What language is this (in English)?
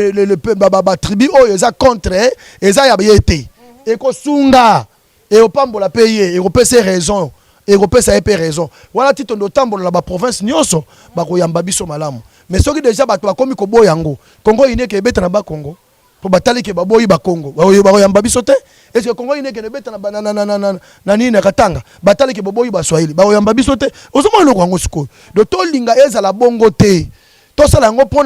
Lingala